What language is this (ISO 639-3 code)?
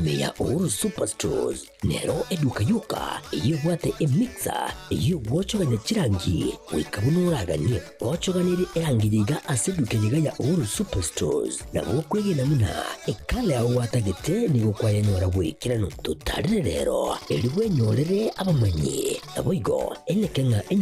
guz